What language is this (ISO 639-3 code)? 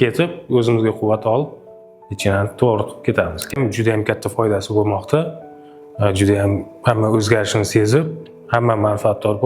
uzb